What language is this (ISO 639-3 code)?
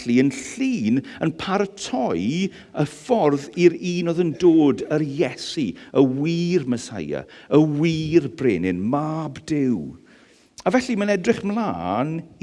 cym